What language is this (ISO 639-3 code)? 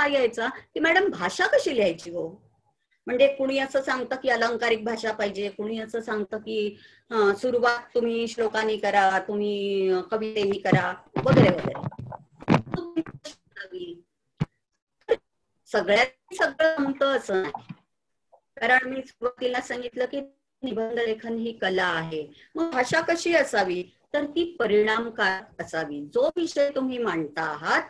mar